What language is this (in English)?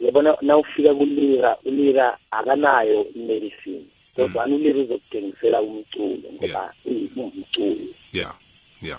South Ndebele